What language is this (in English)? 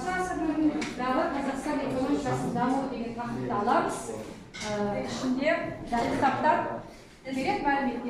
Kazakh